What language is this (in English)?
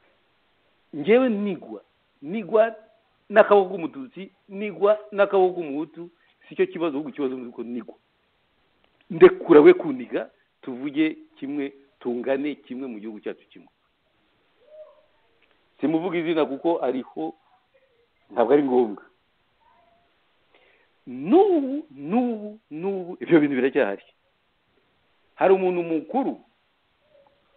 Kinyarwanda